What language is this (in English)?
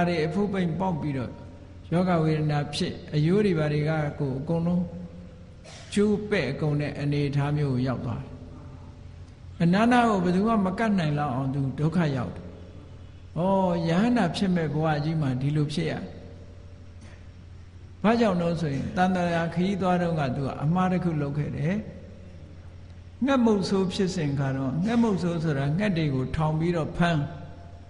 Burmese